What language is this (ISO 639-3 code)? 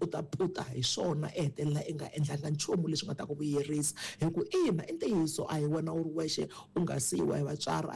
tso